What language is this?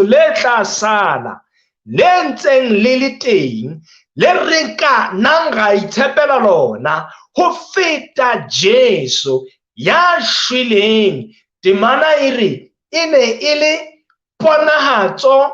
Southern Sotho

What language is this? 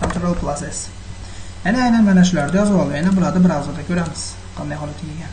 Uzbek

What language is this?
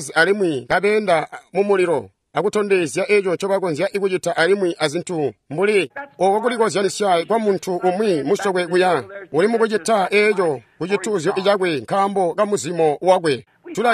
Tonga (Zambia)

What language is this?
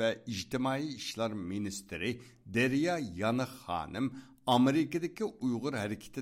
Uyghur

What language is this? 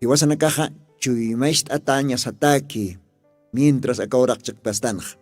Aymara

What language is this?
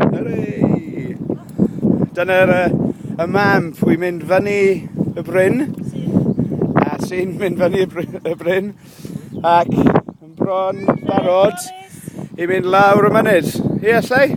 Welsh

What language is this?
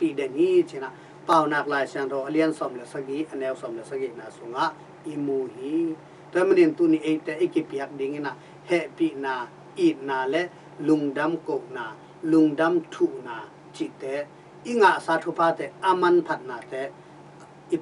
Tedim Chin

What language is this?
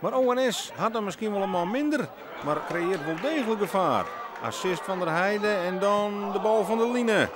Western Frisian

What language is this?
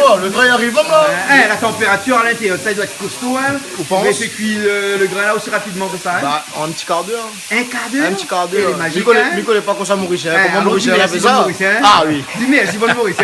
Réunion Creole French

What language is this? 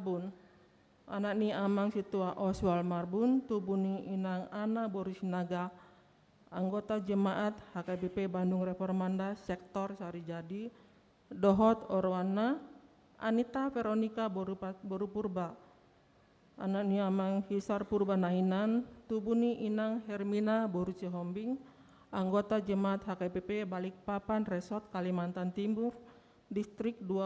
Batak Toba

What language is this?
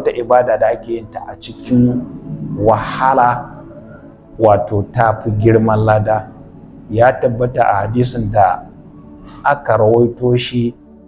Hausa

